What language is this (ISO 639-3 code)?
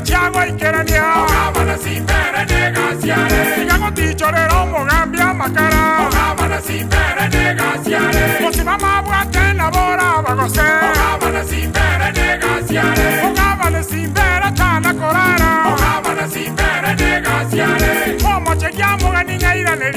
guz